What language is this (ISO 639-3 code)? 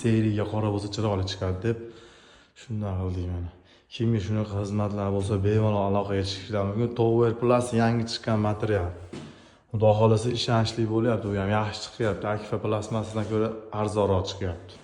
uzb